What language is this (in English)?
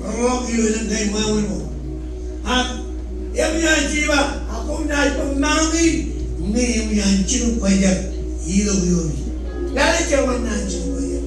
Marshallese